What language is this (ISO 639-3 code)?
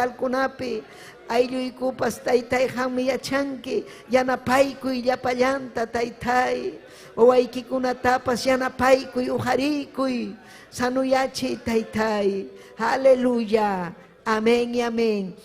quy